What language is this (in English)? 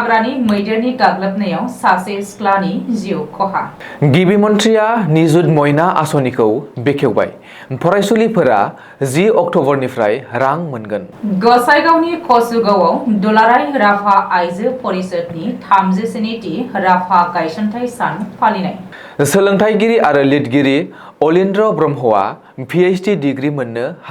Bodo